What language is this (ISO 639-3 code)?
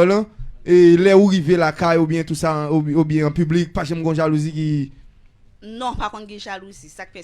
hat